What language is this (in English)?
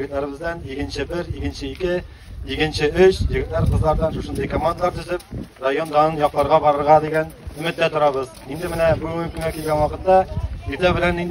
Tatar